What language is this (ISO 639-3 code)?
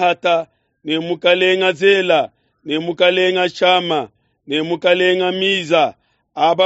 lua